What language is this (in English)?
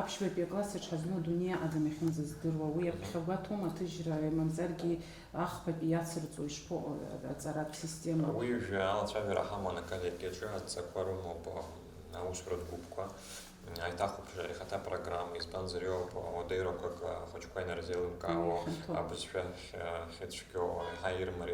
Abkhazian